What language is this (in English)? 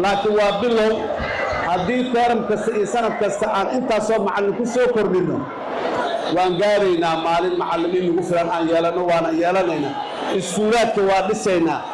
Somali